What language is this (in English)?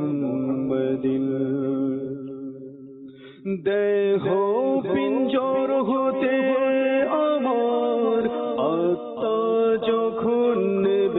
Bangla